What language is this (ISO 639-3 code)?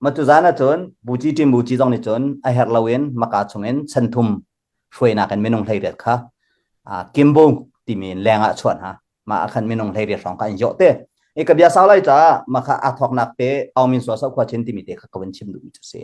cnh